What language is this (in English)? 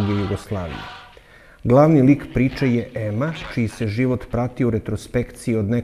Serbian